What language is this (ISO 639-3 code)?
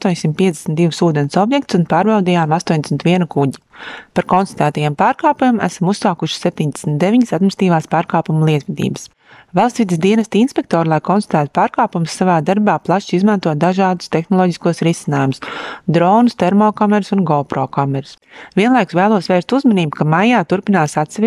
lav